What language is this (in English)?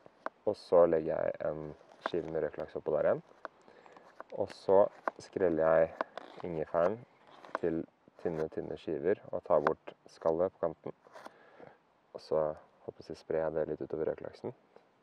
Norwegian